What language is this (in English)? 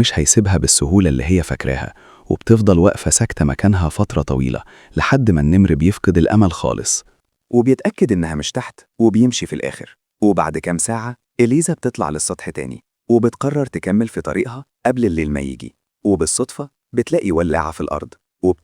Egyptian Arabic